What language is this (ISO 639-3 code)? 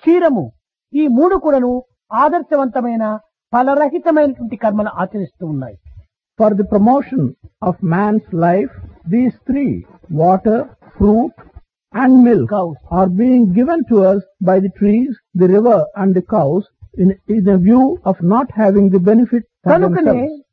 tel